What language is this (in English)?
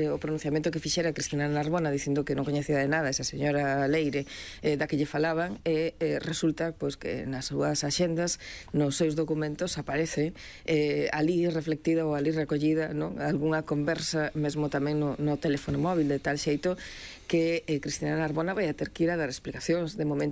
Galician